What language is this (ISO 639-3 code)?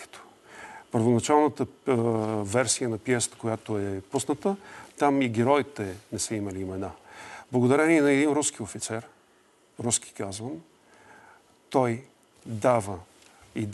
bul